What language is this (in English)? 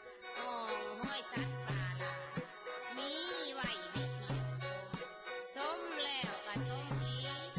Lao